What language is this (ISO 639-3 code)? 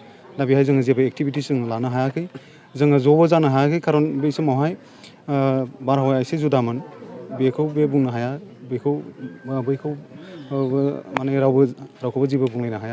brx